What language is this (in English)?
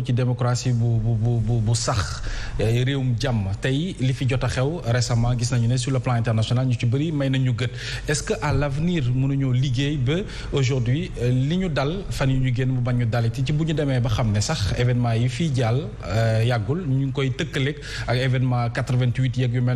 Wolof